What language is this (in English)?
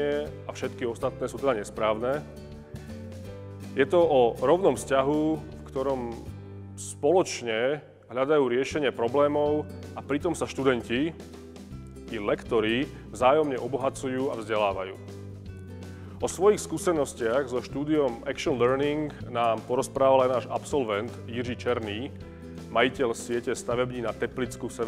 Slovak